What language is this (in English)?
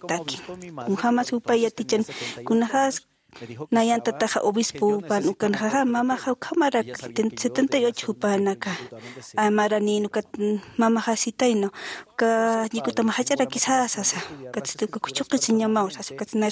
Aymara